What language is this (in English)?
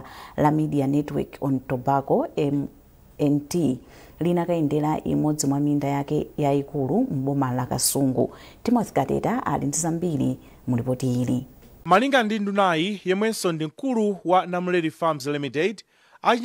Nyanja